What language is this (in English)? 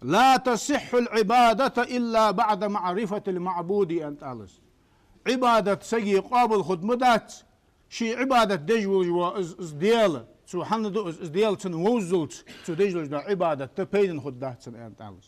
Ingush